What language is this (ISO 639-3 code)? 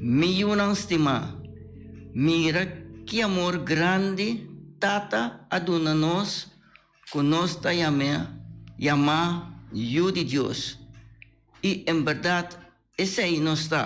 pap